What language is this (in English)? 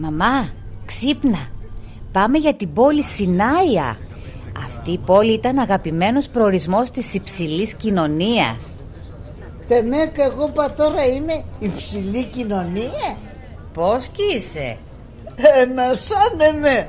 Pontic